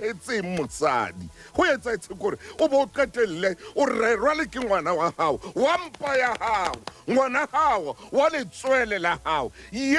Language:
Southern Sotho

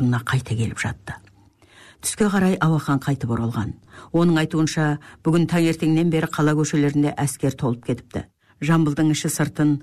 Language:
Kazakh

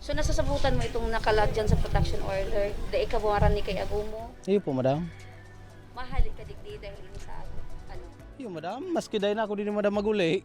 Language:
Bikol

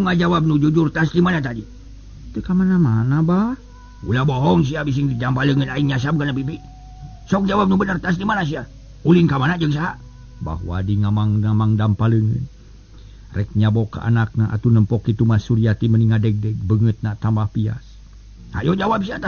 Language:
Sundanese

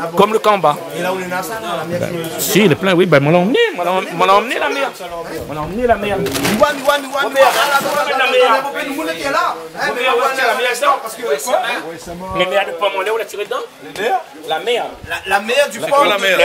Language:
Réunion Creole French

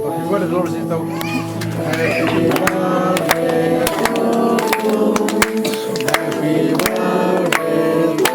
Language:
Kok Borok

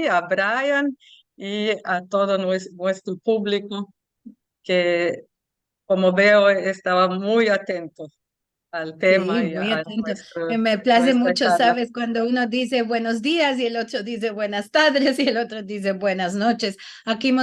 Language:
Ladino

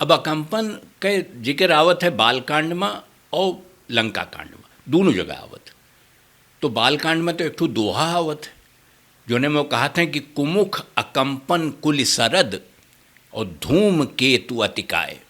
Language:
Awadhi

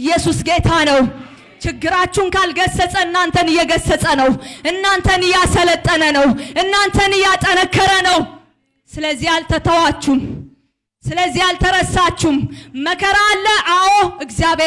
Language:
Amharic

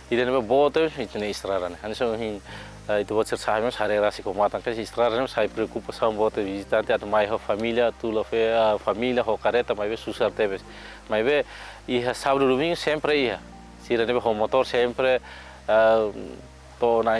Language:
Tetum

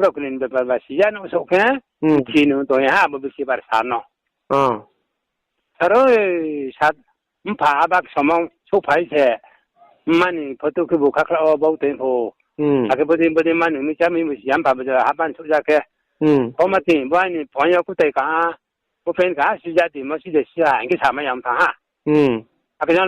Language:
Riang (India)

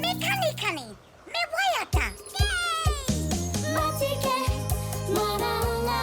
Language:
Māori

